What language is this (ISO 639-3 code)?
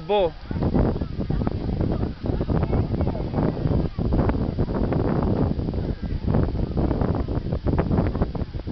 heb